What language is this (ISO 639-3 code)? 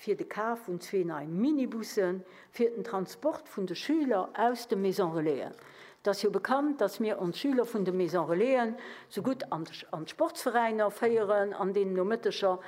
ltz